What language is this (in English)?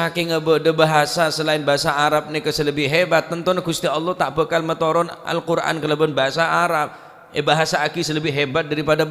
Madurese